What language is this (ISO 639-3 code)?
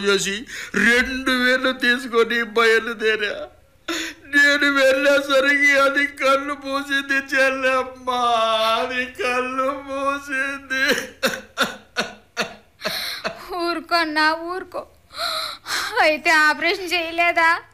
tel